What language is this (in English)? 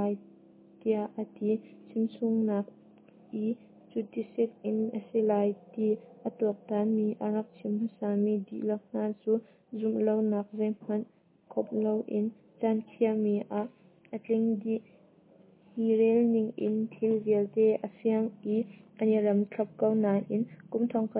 Hakha Chin